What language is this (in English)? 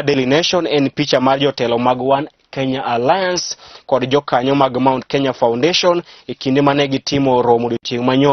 Luo (Kenya and Tanzania)